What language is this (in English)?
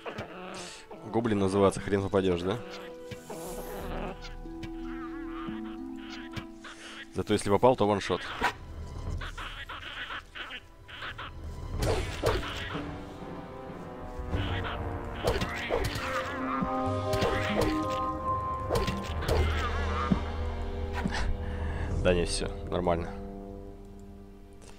Russian